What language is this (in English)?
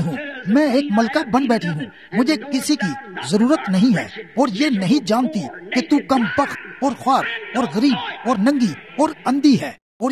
Urdu